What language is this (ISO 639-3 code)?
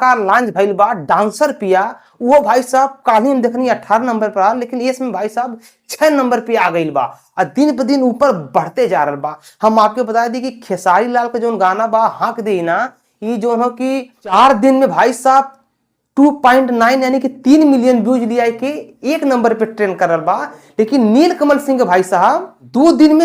bho